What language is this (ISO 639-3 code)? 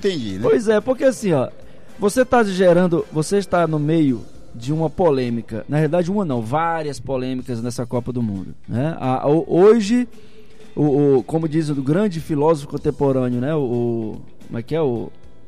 por